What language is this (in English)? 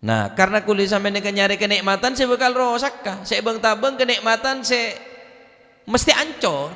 Madurese